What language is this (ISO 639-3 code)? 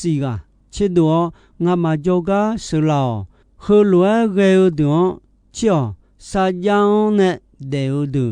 ahk